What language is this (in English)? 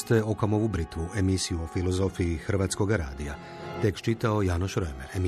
Croatian